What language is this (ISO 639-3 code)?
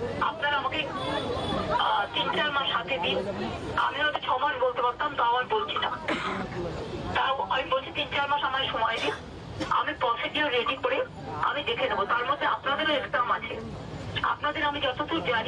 ben